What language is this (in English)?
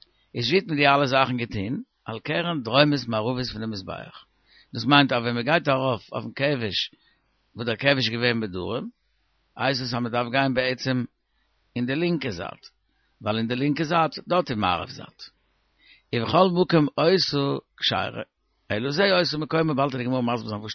Yiddish